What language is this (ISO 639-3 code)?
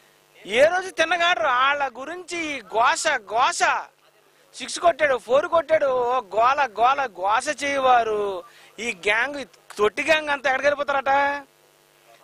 tel